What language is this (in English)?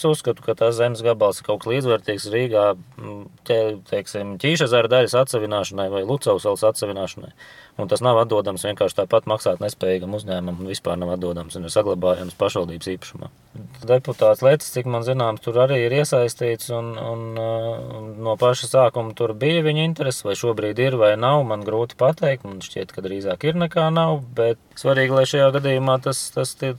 Latvian